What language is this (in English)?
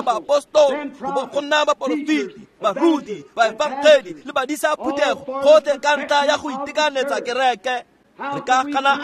Tswana